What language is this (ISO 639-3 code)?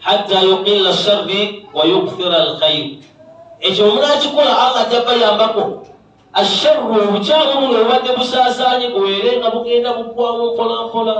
lug